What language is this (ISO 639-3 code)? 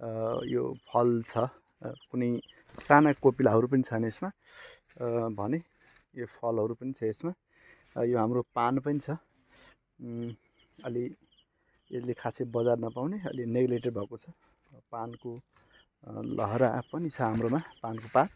nep